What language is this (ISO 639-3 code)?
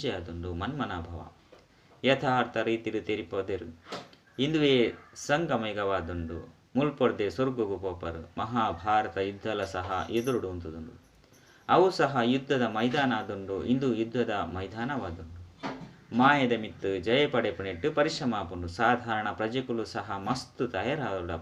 tcy